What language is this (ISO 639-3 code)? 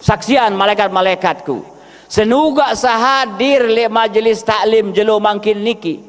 sas